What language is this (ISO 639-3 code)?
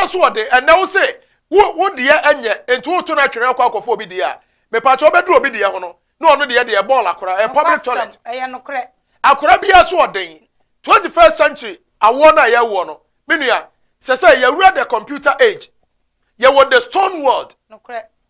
aka